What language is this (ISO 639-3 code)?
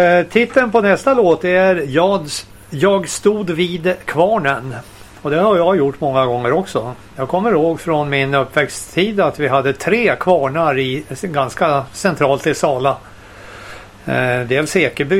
swe